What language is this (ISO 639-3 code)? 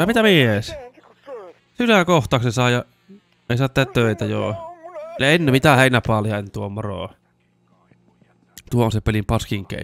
fin